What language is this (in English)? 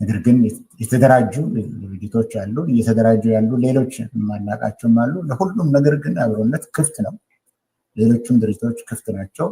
Amharic